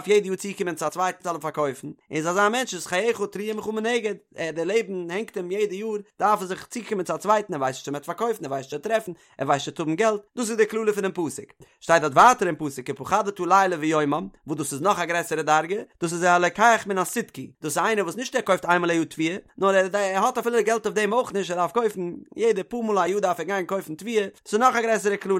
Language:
Yiddish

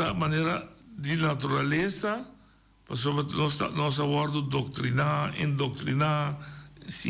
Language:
Papiamento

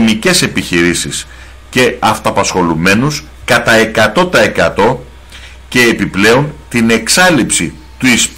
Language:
Greek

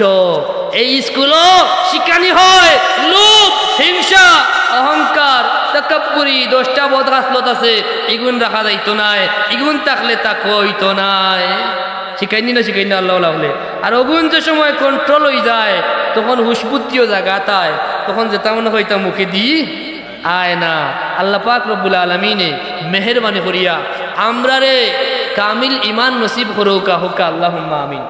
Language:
Sylheti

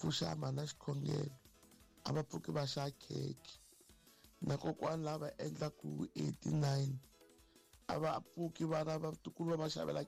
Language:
Tsonga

